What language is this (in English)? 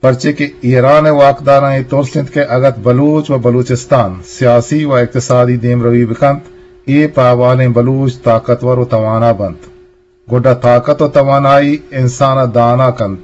Eastern Balochi